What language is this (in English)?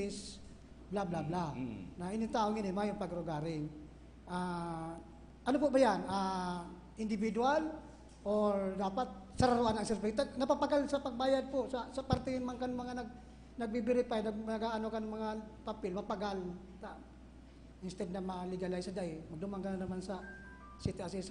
Bikol